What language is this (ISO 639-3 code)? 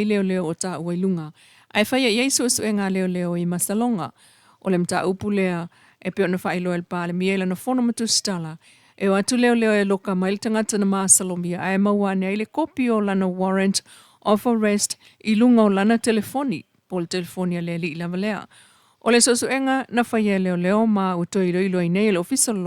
smo